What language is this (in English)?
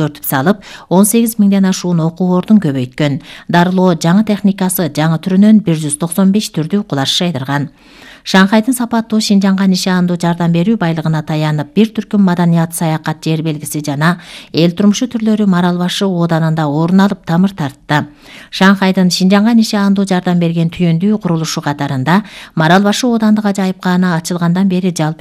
Kyrgyz